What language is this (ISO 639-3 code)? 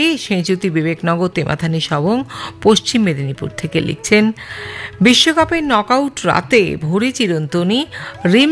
ben